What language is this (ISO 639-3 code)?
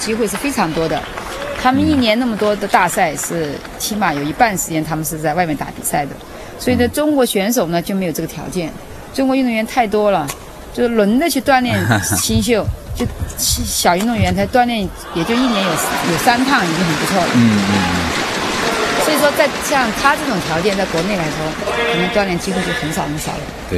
zho